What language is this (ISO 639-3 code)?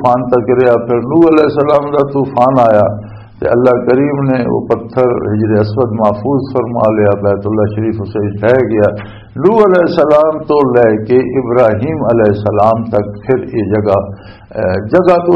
lah